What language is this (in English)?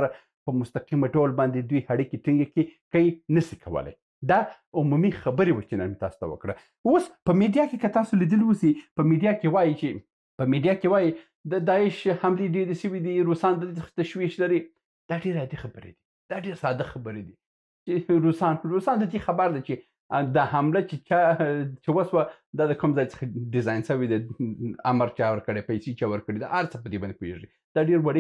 Pashto